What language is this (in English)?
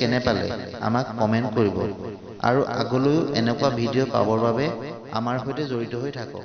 Assamese